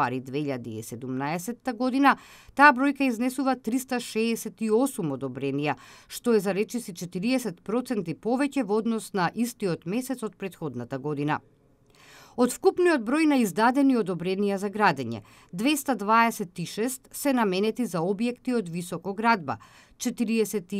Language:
Macedonian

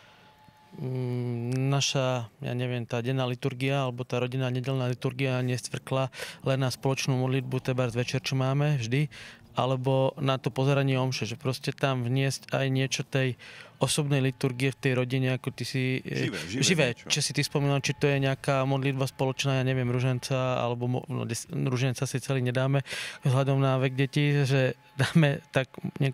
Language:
Slovak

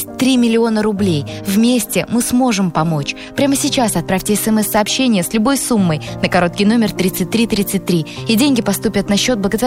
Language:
Russian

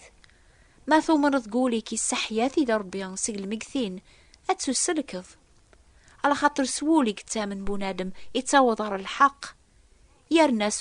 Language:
Kabyle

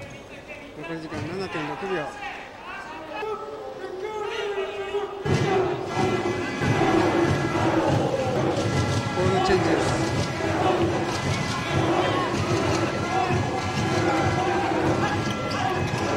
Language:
Japanese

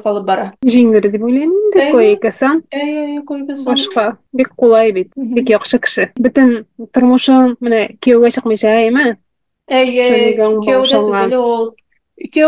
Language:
Tatar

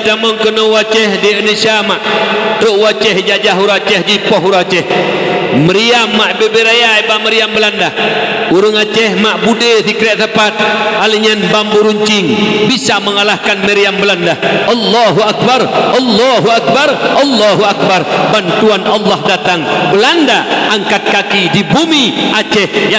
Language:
Achinese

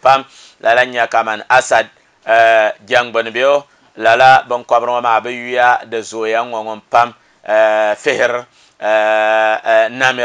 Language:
Dagbani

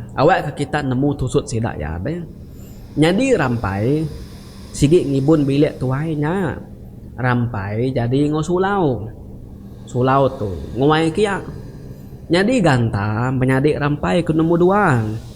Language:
Iban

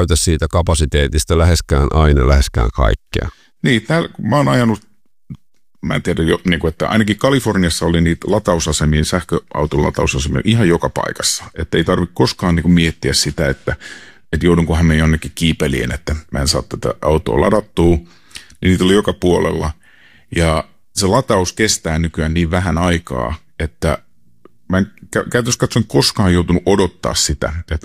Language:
Finnish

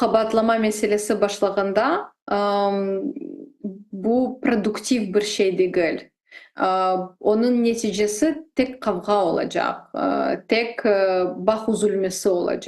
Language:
Crimean Tatar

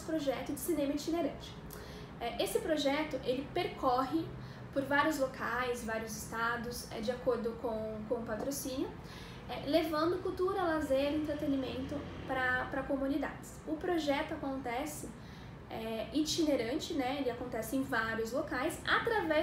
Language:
Portuguese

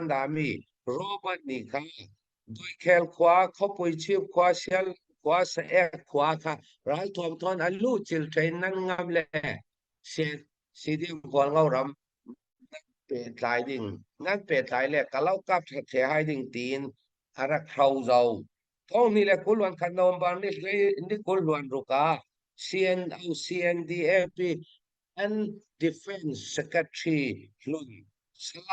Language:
Hakha Chin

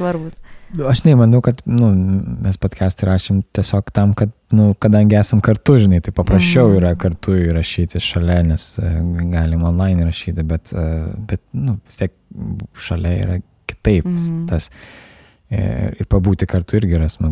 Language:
Lithuanian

